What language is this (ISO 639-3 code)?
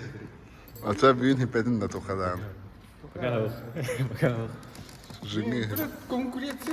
sah